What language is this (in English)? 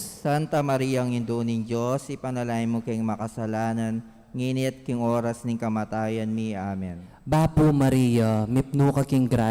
Pampanga